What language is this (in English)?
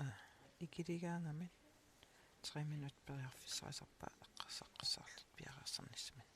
Kalaallisut